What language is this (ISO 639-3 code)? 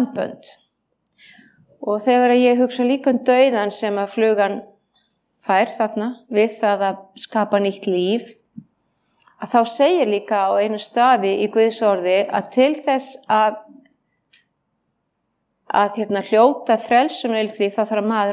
isl